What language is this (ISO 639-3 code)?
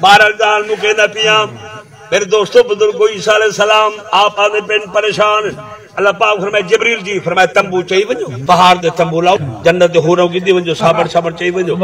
skr